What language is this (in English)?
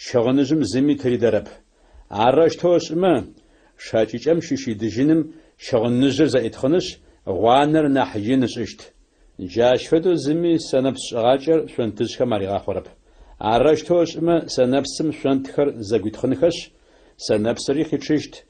Adyghe